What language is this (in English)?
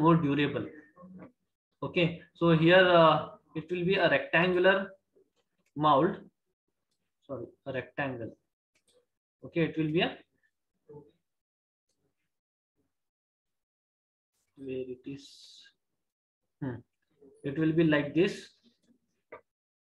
English